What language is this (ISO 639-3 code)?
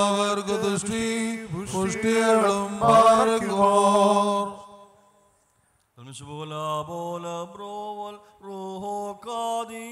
mal